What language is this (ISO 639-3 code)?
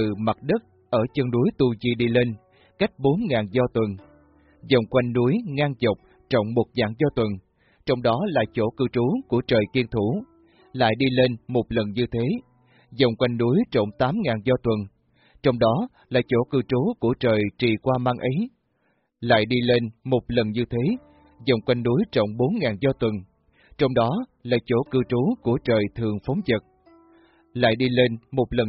vie